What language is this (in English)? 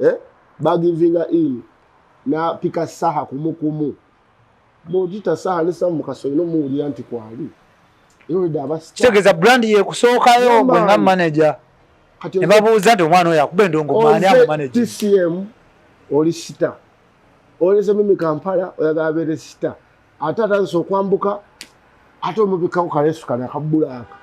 Ganda